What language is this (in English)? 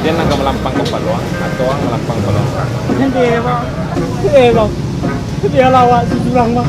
Minangkabau